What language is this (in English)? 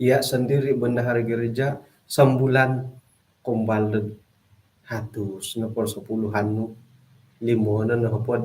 Central Dusun